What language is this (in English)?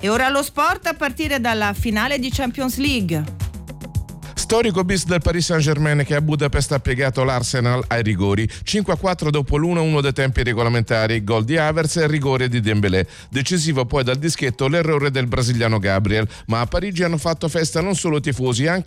Italian